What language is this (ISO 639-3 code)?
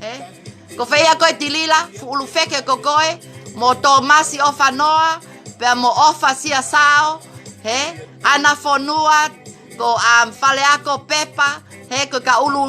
ton